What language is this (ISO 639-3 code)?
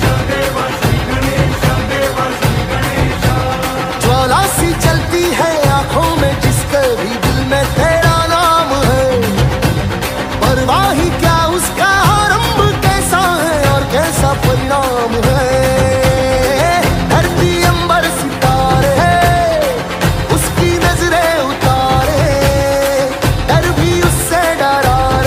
hin